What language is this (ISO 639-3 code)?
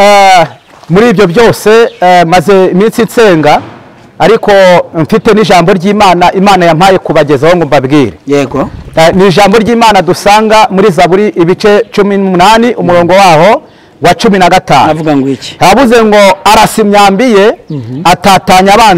kin